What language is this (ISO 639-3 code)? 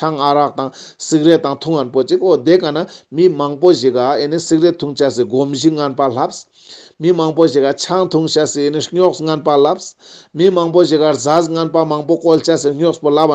lbj